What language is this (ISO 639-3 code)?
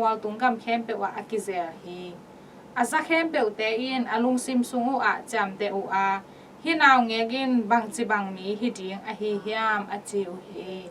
ctd